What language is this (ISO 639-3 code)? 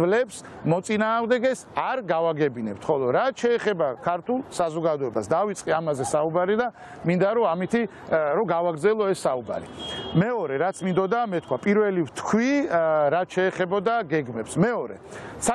kat